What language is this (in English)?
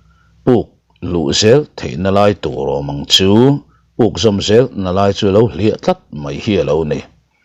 Mizo